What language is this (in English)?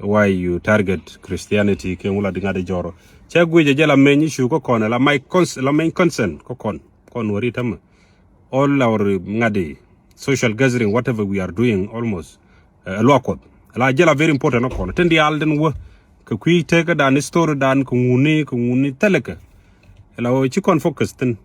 Nuer